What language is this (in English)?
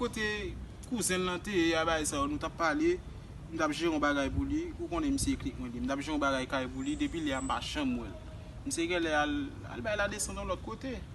Haitian Creole